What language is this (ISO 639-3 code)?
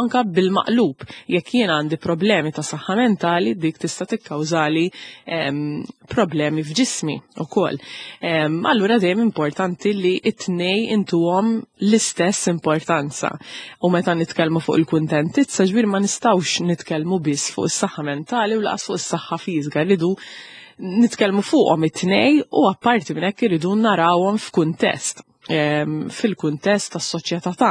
mlt